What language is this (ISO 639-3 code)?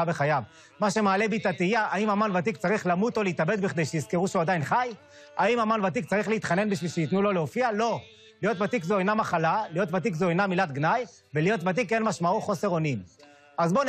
heb